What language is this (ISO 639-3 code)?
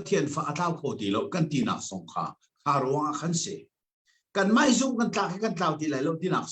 cnh